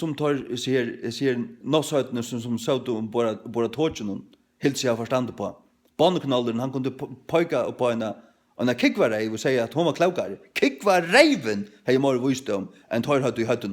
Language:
Faroese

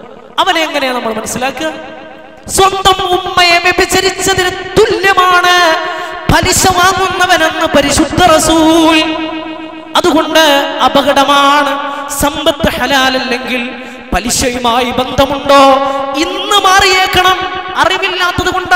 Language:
Malayalam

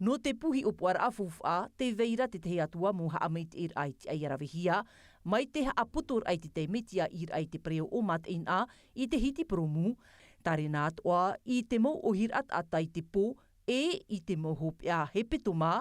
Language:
Tahitian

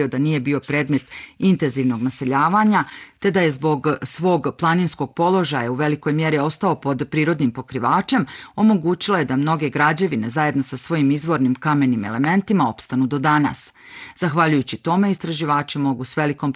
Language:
Bosnian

